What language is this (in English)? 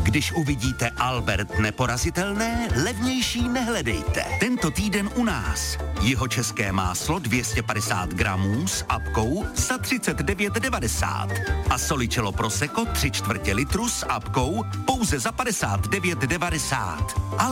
Czech